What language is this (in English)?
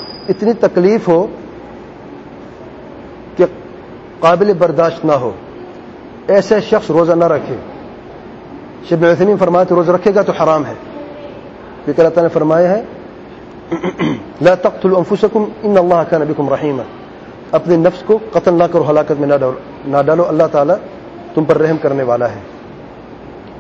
Urdu